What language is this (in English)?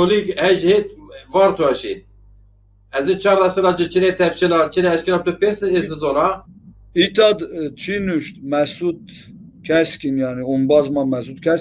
Zaza